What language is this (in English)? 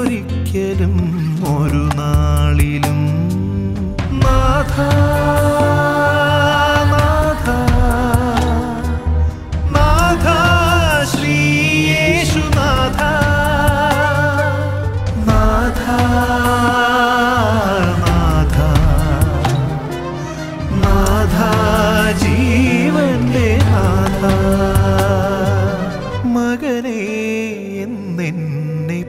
Malayalam